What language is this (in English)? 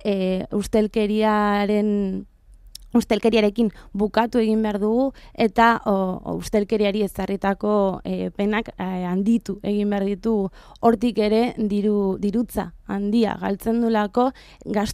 Basque